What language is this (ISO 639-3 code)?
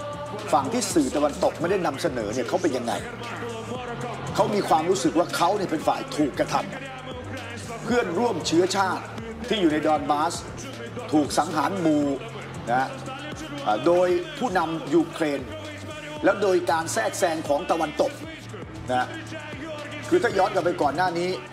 tha